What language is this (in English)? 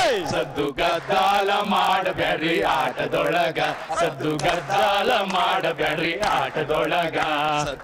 Kannada